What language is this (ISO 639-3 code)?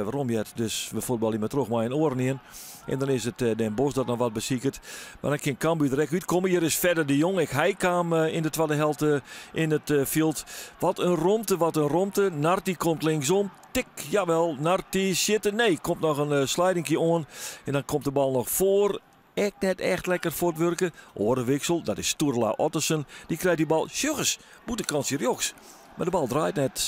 fry